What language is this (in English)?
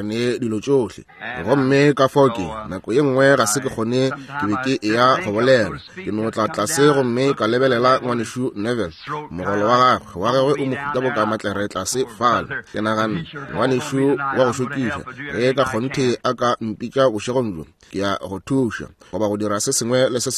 Northern Sotho